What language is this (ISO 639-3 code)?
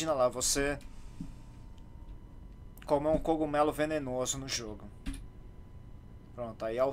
por